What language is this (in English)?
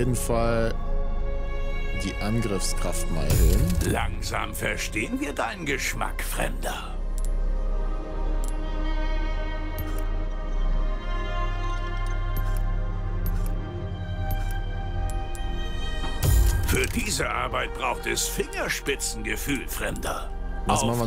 German